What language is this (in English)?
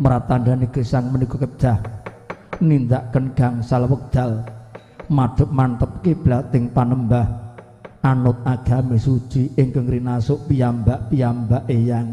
Javanese